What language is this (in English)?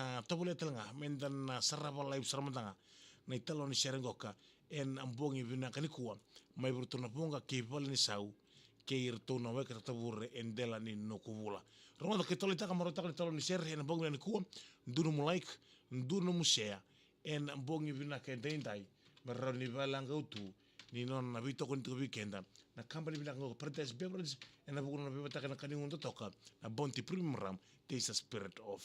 Fijian